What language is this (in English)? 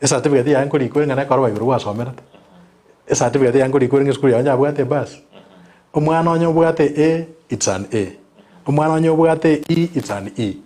Gusii